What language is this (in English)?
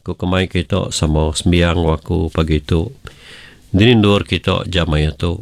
Iban